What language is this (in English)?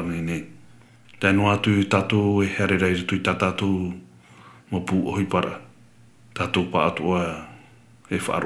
Tahitian